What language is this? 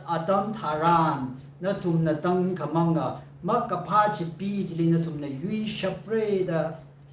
Tangkhul Naga (India)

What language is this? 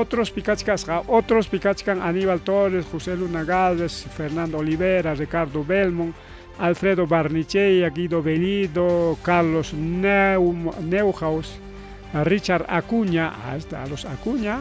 Ayacucho Quechua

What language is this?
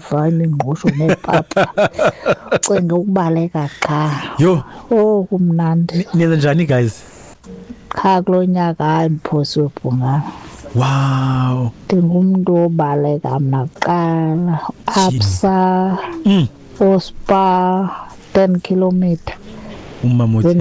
Xhosa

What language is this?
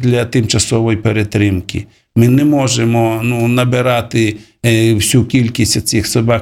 Ukrainian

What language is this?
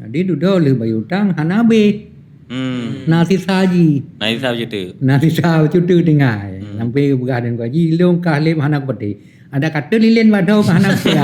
Achinese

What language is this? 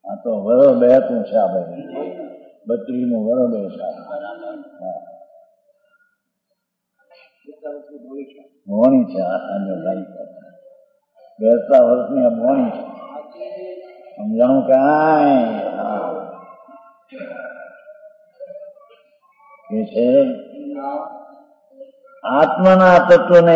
Gujarati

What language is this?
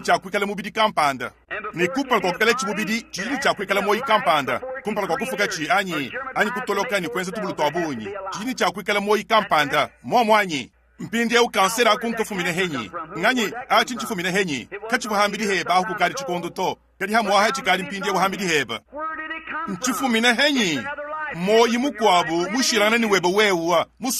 Luba-Lulua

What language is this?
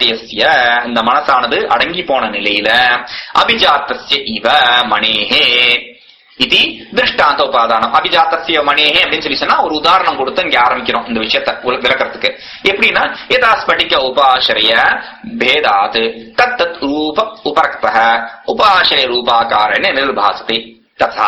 Tamil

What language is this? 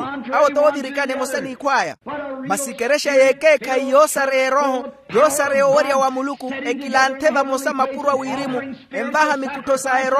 Makhuwa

